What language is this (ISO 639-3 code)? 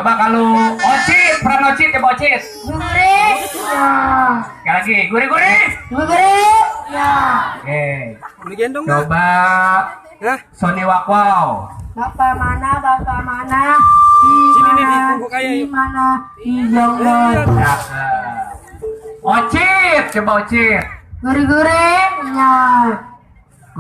bew